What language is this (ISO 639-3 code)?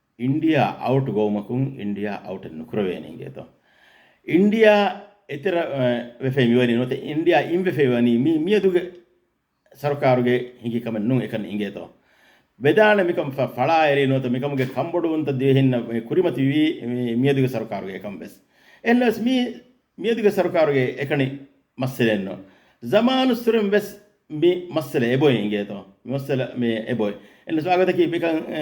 div